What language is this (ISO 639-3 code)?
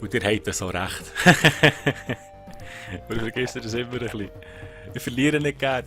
gsw